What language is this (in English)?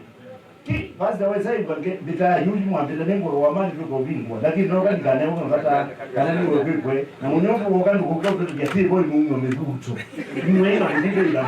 Kamba